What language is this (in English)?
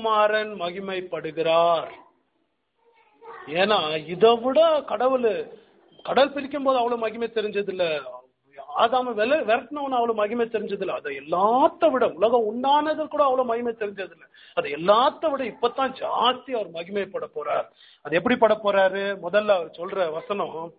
Tamil